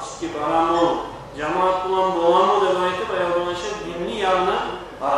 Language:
Kumyk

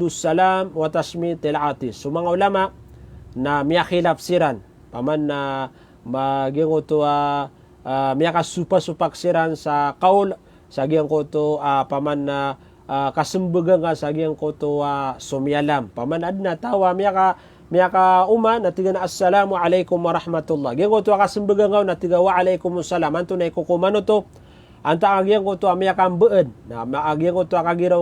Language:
Maranao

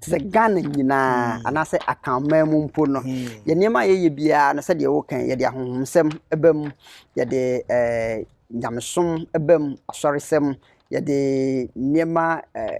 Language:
Akan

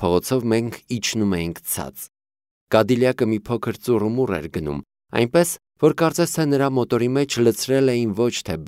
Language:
Armenian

